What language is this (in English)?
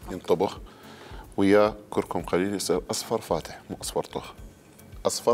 Mesopotamian Arabic